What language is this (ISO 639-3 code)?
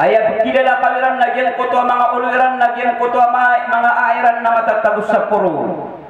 mrw